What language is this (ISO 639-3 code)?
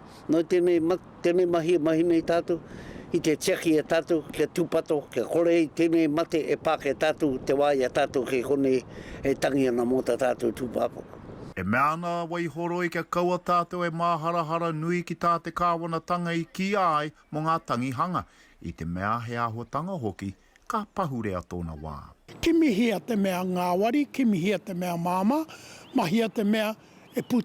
mri